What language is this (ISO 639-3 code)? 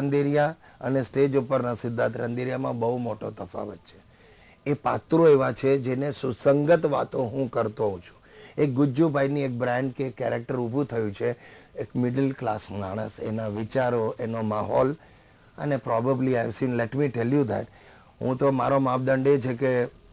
guj